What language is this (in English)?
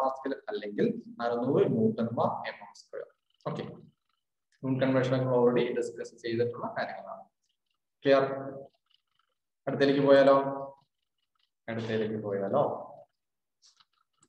Malayalam